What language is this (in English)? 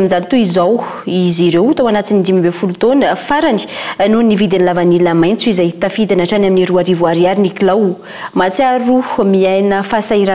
Malagasy